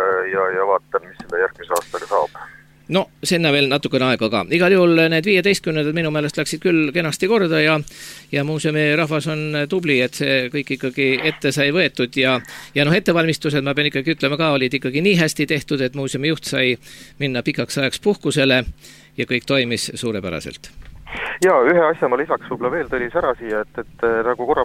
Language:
Estonian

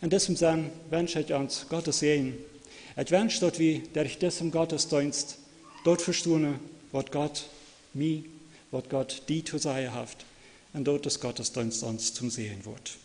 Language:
Plautdietsch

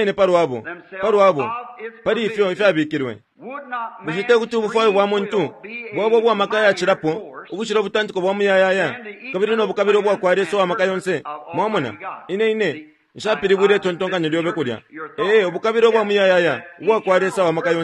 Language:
Bemba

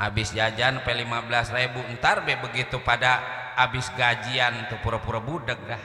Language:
Betawi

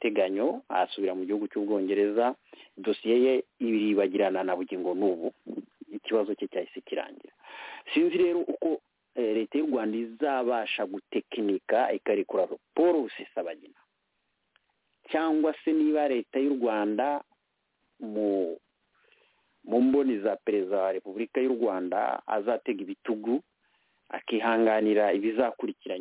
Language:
Kinyarwanda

